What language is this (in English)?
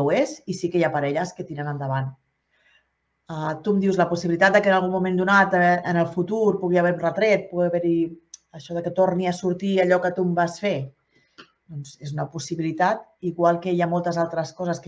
Catalan